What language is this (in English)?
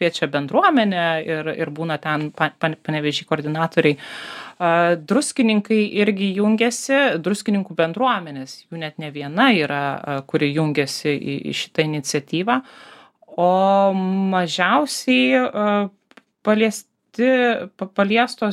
Lithuanian